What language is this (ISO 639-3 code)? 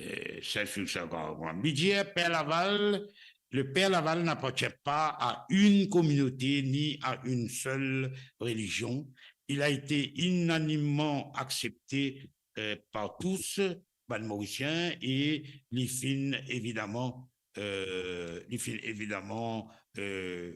mfe